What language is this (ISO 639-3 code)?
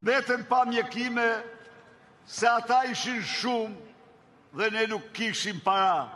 sqi